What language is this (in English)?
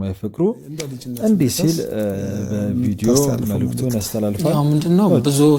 Amharic